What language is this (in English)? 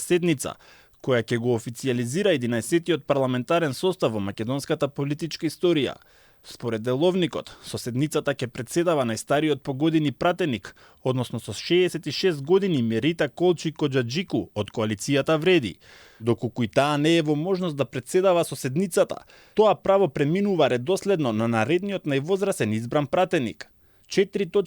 Macedonian